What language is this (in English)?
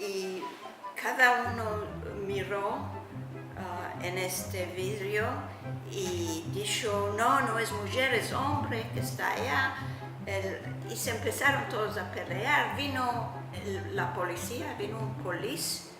Ladino